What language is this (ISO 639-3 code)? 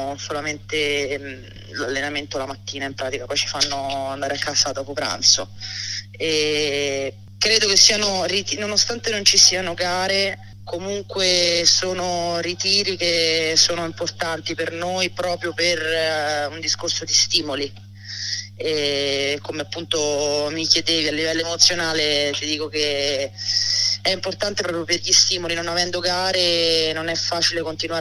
ita